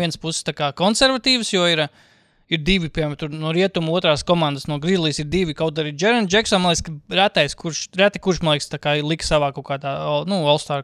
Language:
Latvian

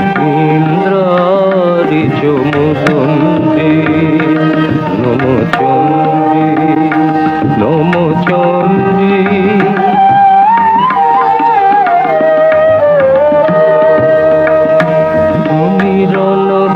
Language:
Bangla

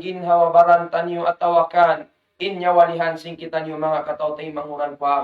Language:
Tausug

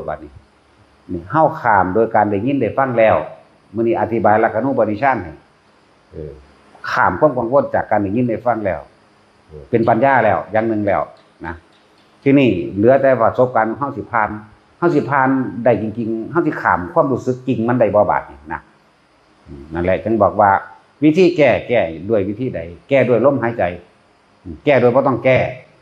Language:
Northeastern Thai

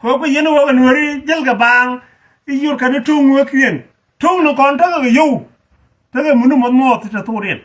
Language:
Nuer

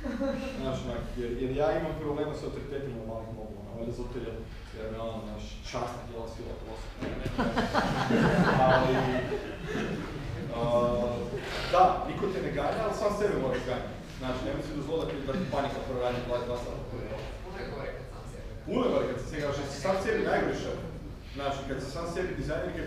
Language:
Croatian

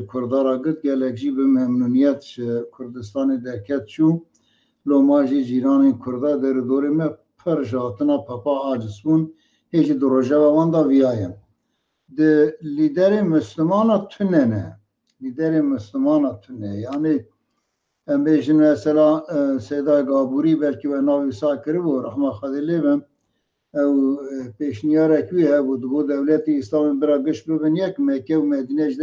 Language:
Kurdish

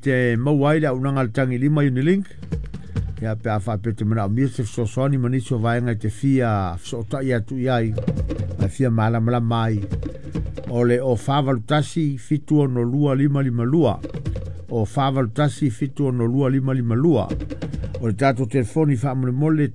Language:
Samoan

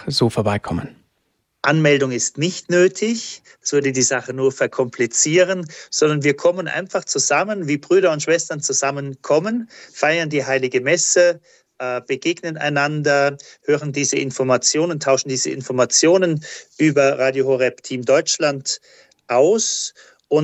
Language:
German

